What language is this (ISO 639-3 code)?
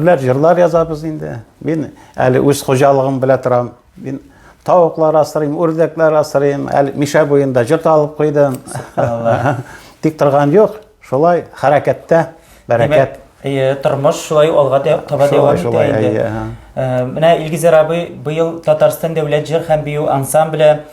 tat